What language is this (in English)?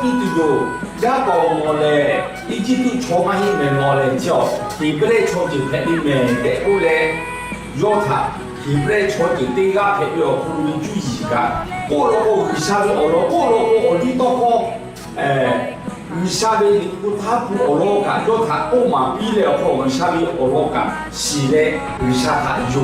Lahu